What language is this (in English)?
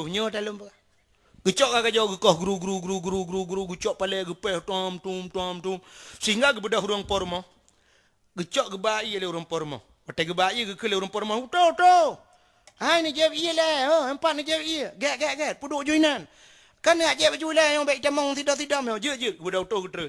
Achinese